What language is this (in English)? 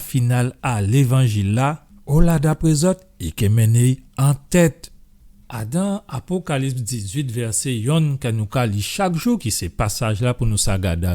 Guadeloupean Creole French